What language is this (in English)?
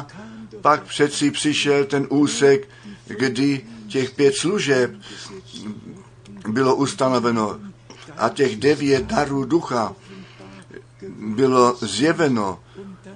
Czech